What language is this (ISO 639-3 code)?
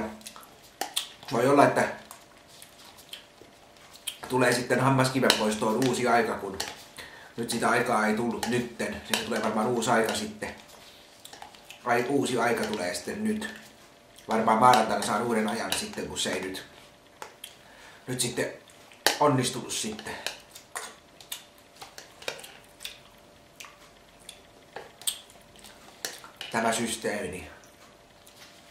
fin